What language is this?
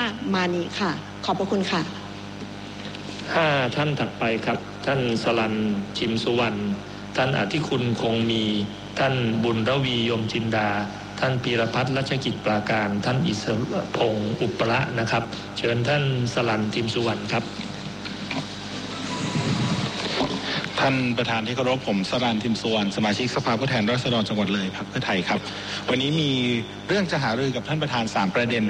Thai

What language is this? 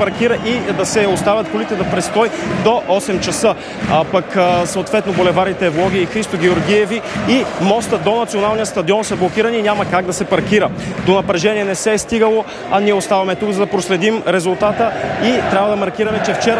Bulgarian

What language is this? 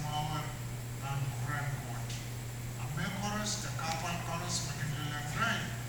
Pohnpeian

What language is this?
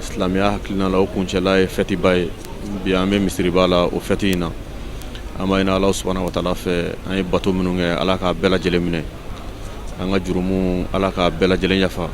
Bambara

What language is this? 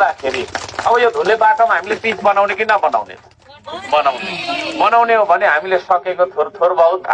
Nepali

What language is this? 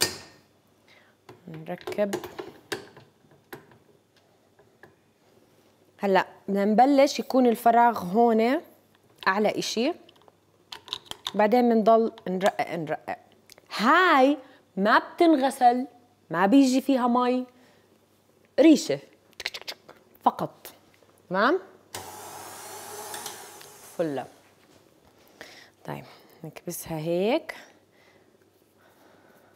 South Levantine Arabic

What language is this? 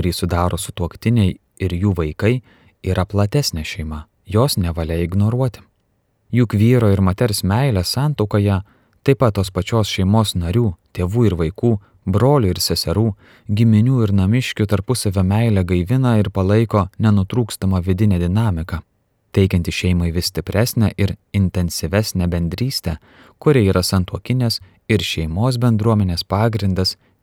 Lithuanian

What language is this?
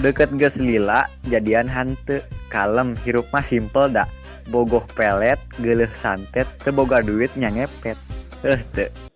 Sundanese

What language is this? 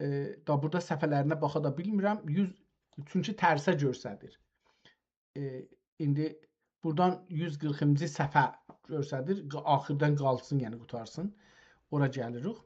South Azerbaijani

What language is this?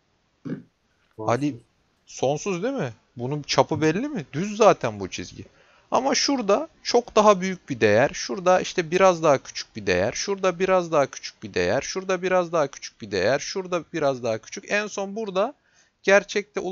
Turkish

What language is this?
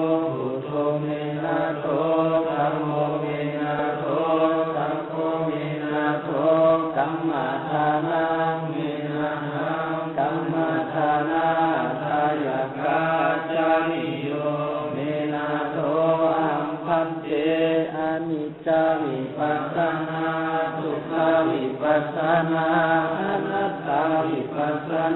Pali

